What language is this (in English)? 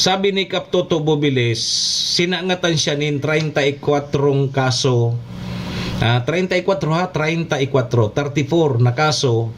Bikol